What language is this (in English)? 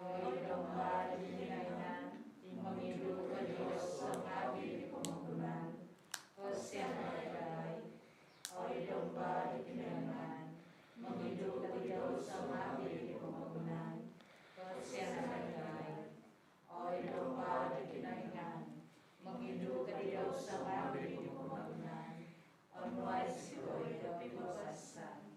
Central Dusun